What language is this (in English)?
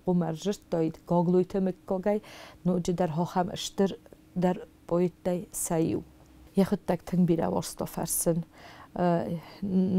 Ossetic